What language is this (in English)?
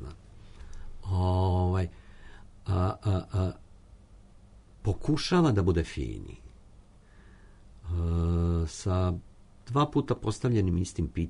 Serbian